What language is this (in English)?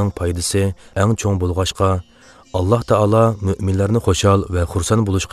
Uyghur